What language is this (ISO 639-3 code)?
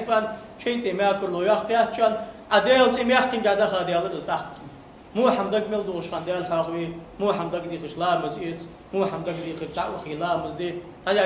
inh